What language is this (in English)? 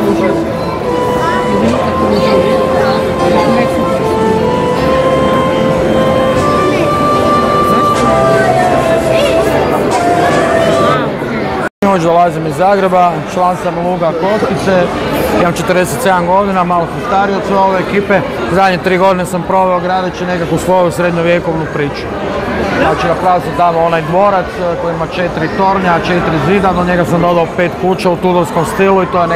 Croatian